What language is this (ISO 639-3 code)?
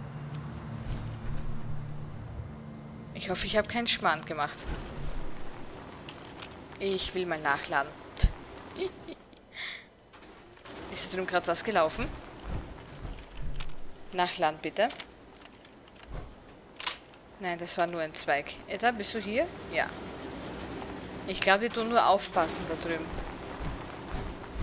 deu